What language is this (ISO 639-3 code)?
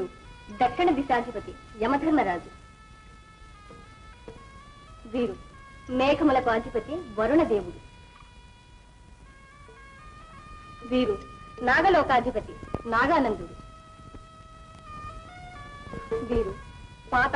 tel